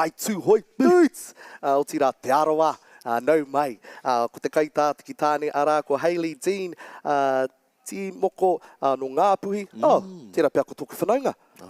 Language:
Māori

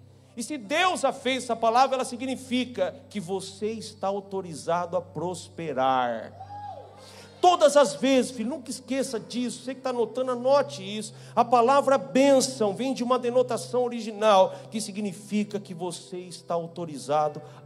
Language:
Portuguese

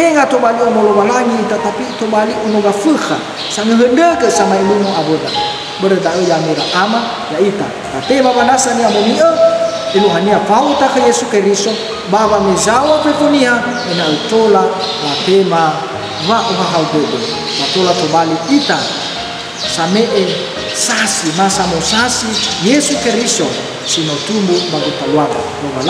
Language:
Nias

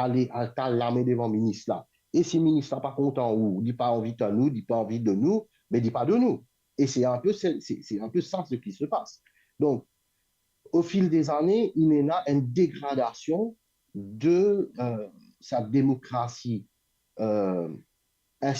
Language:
Morisyen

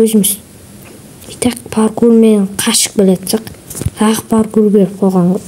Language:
Kazakh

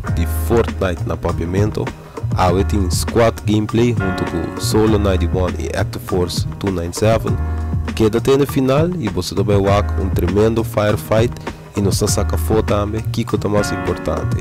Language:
Papiamento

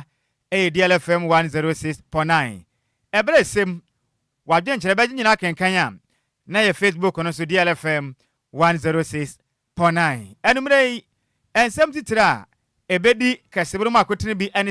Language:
Akan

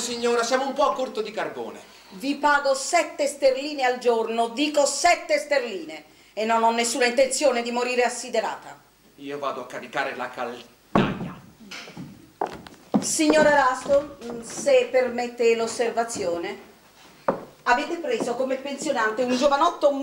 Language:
Italian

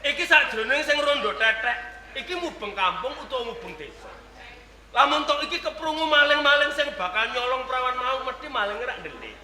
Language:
Javanese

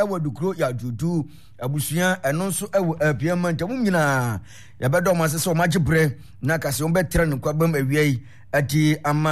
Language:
Akan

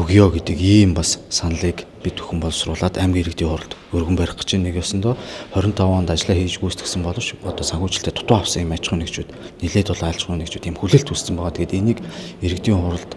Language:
Mongolian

